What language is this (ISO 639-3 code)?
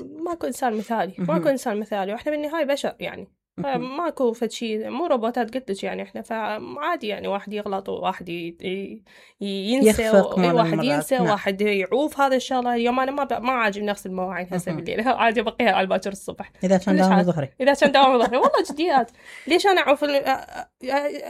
acm